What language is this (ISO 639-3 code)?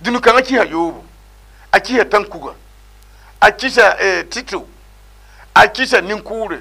mos